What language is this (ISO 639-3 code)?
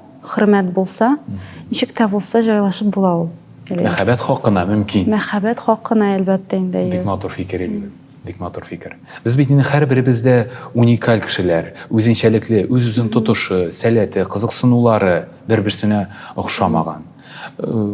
tat